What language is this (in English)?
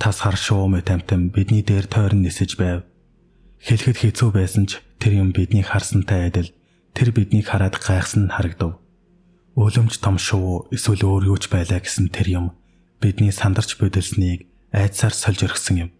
Mongolian